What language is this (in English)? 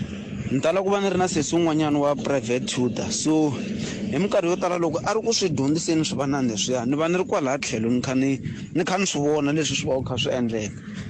Tsonga